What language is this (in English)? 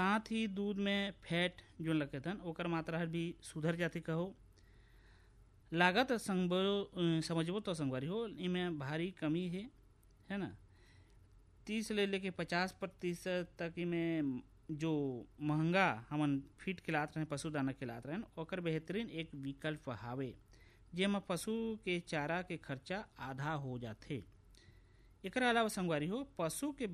Chhattisgarhi